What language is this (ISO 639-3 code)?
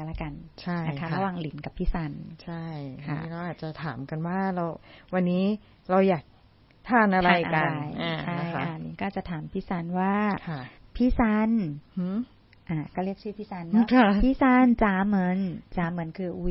tha